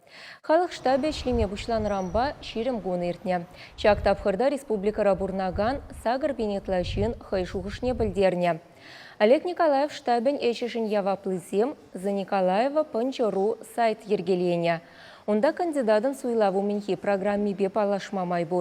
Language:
Chuvash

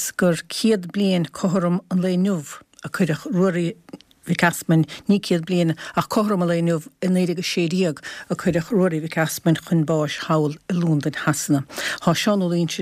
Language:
Irish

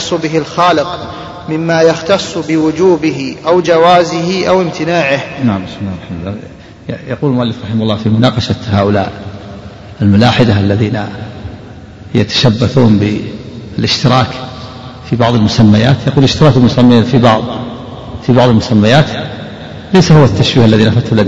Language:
Arabic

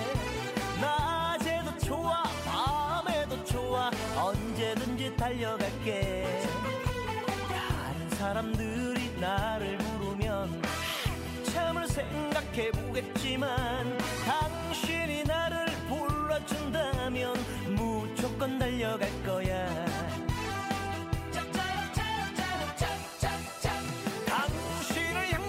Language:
Korean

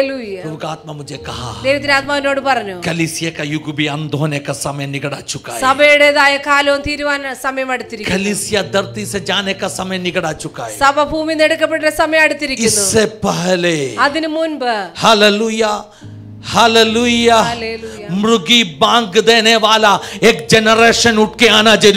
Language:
Malayalam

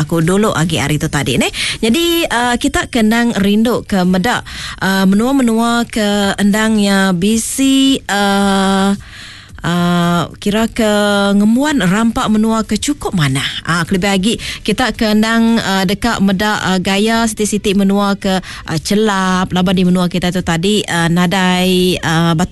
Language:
Iban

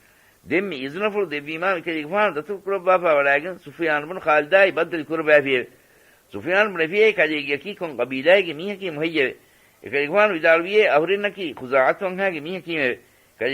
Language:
Divehi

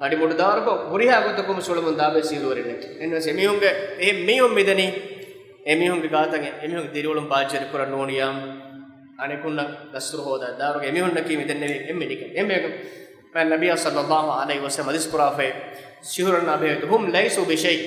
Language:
Divehi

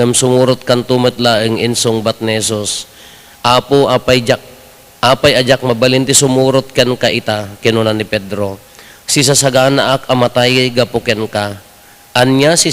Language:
Iloko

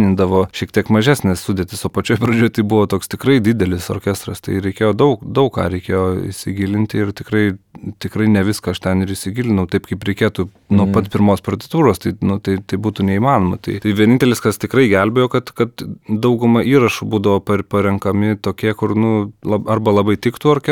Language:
Lithuanian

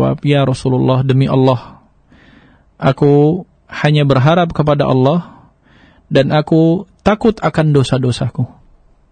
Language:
Indonesian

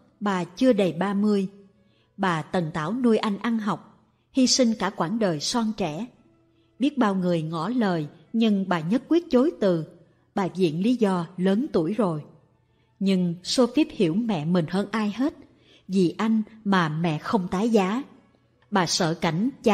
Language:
Vietnamese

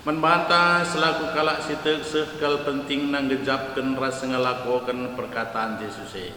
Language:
Batak Karo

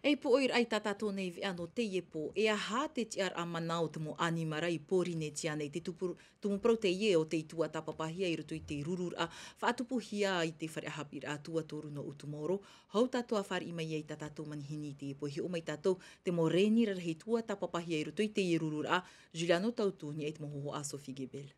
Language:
Tahitian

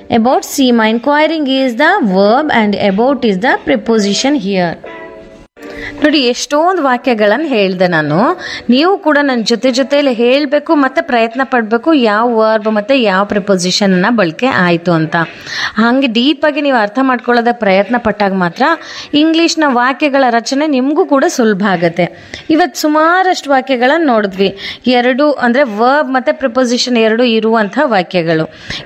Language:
Kannada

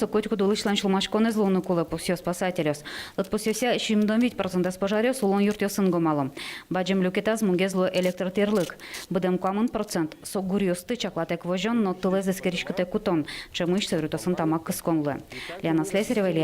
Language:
Udmurt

